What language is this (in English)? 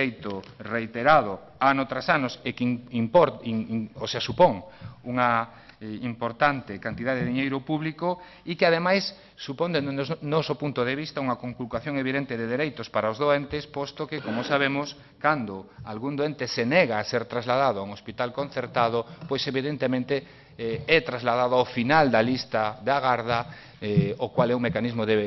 Galician